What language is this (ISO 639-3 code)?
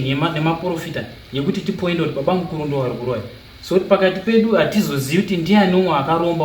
sna